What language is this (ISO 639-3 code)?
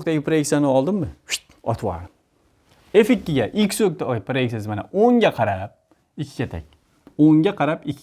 uzb